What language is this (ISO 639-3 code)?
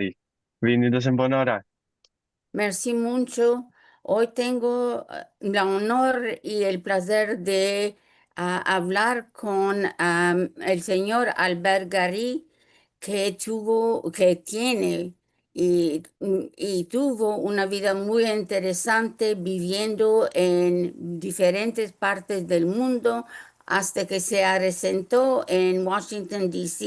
lad